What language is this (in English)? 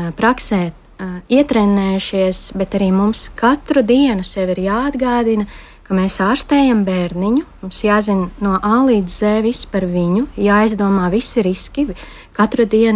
Latvian